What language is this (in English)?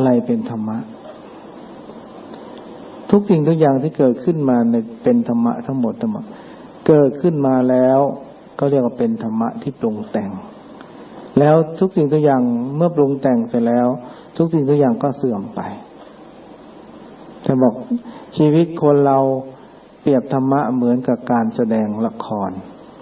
Thai